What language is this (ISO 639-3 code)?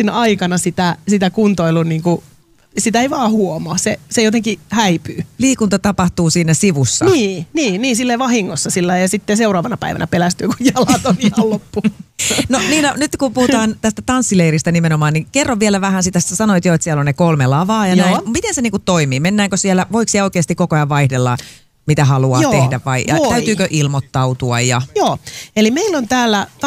fin